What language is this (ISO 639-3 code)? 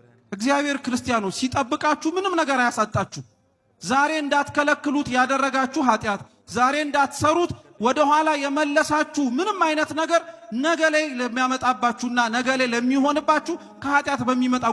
amh